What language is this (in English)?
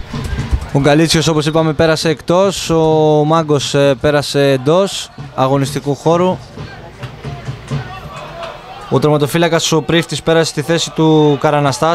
Greek